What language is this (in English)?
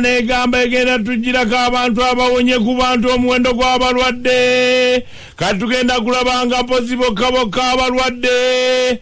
Ganda